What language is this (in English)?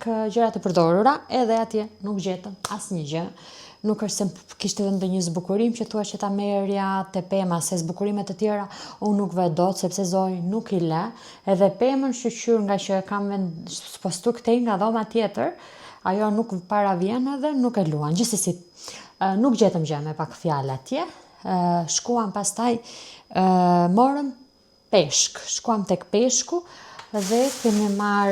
Albanian